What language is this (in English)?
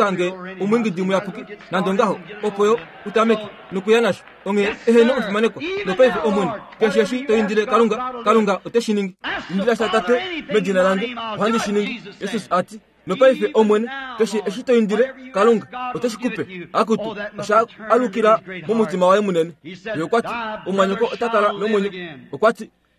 Kuanyama